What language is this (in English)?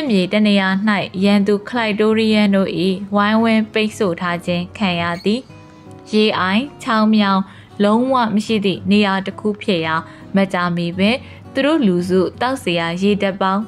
Burmese